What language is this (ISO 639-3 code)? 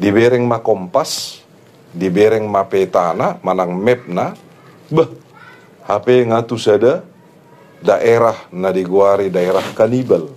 bbc